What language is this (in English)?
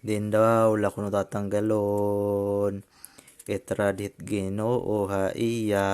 Waray